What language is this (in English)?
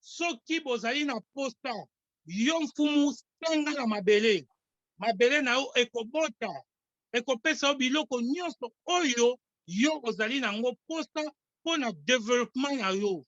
Lingala